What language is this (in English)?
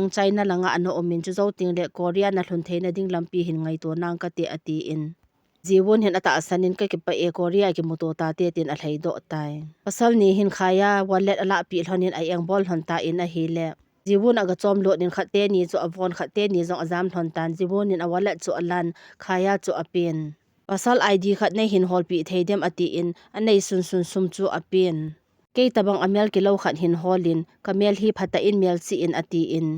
Thado Chin